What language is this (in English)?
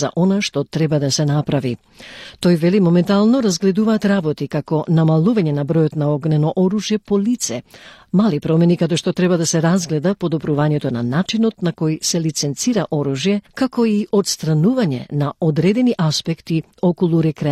Macedonian